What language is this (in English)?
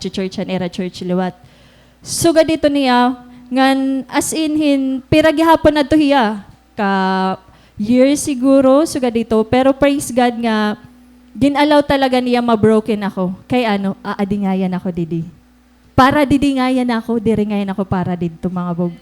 Waray